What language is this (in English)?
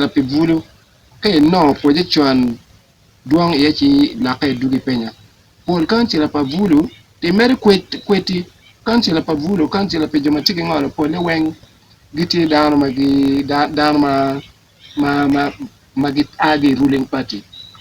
Acoli